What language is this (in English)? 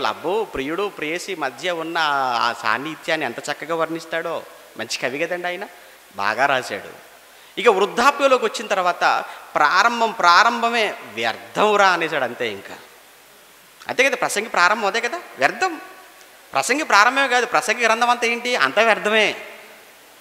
Telugu